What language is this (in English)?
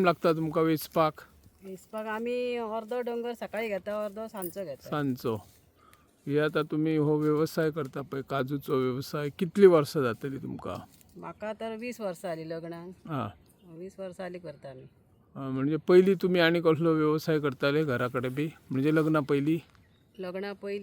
Konkani